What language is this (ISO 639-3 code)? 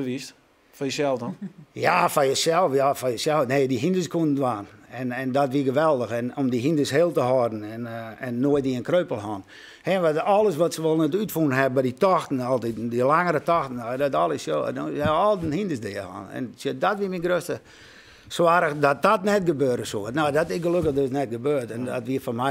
fry